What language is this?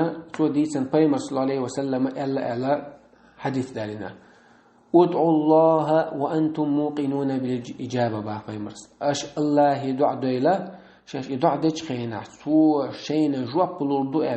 Chechen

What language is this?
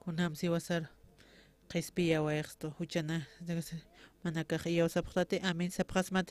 Aymara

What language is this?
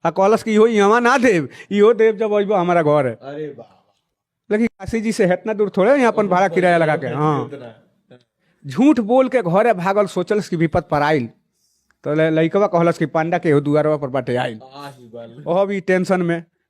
Bhojpuri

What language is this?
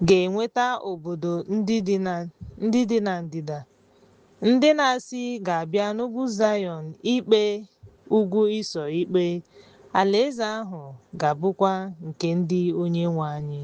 Igbo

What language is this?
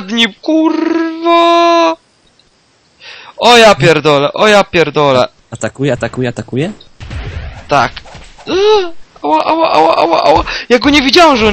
Polish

